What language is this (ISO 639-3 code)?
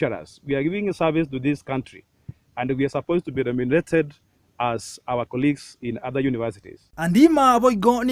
guz